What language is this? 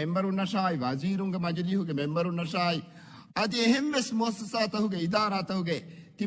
Divehi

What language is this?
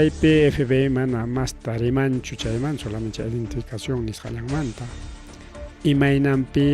Ayacucho Quechua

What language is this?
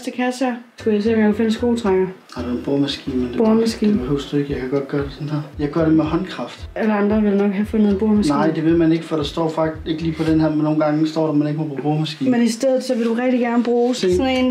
Danish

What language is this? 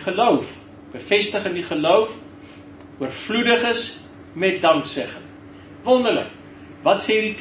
Afrikaans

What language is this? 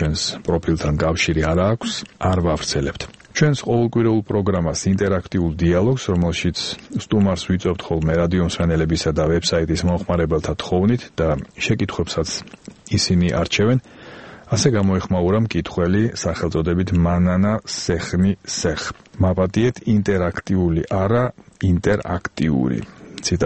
Georgian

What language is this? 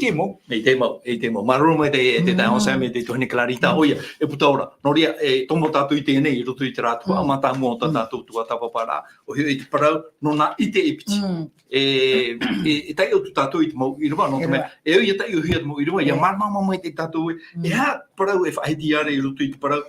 Tahitian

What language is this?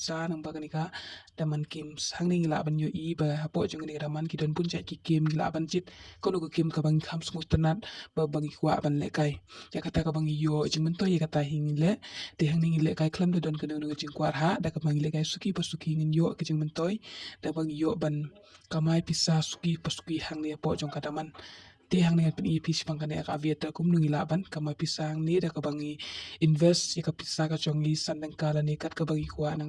Khasi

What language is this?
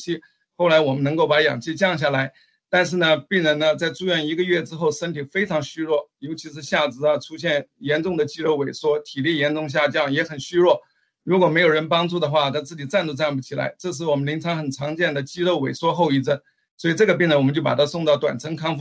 Chinese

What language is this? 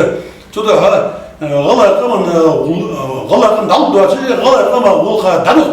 Ingush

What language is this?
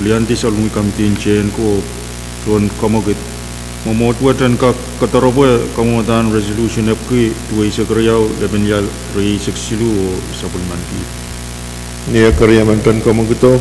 Pohnpeian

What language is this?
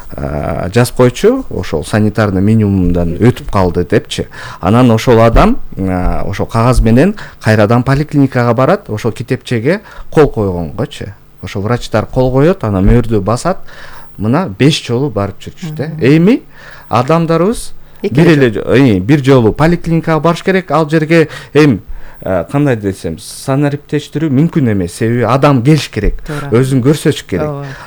Kyrgyz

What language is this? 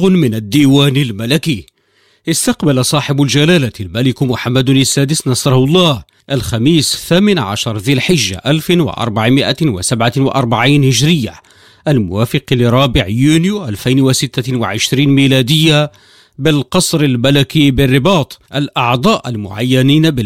Arabic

